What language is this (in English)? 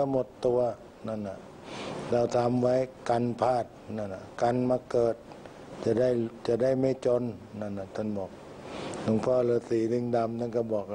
Thai